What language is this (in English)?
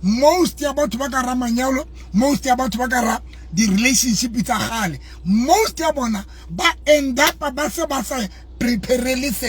Southern Sotho